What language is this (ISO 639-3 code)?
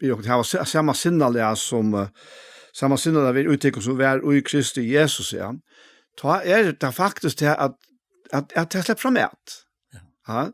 fao